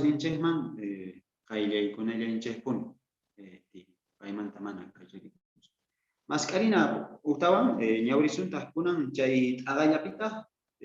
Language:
Quechua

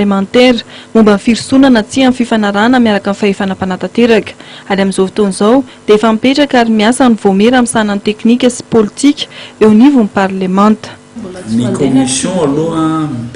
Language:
Malagasy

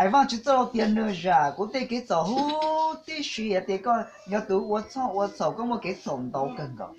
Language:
Hmong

